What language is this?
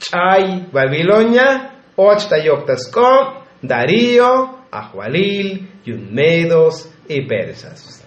Tzotzil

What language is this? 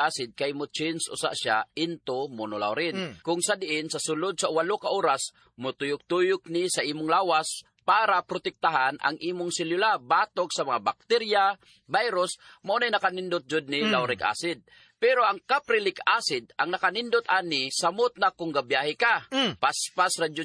Cebuano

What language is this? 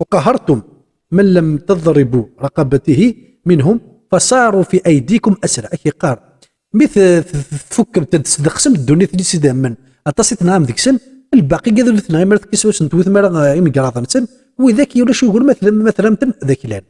Kabyle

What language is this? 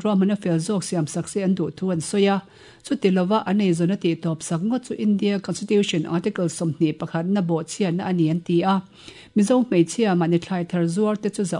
Mizo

